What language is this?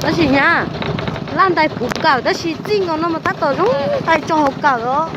Hmong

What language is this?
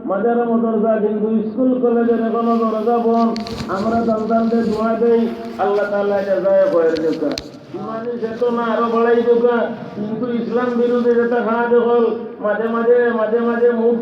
Sylheti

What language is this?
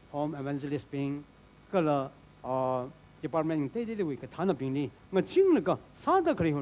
Tangkhul Naga (India)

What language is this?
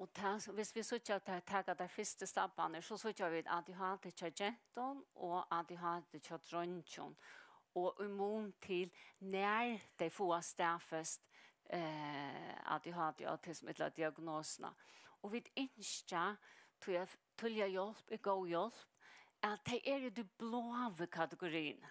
Faroese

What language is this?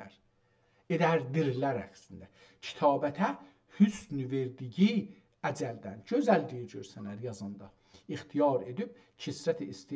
South Azerbaijani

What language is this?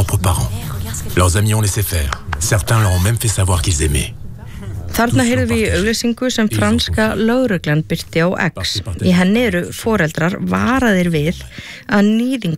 Icelandic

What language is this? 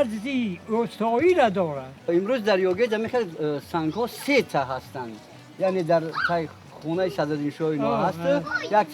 Tajik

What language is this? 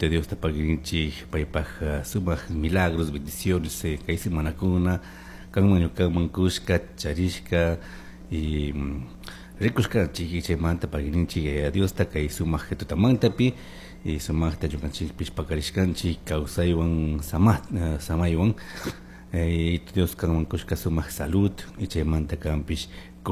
Chimborazo Highland Quichua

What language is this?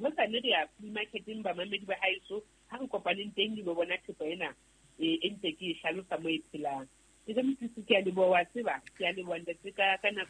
Southern Sotho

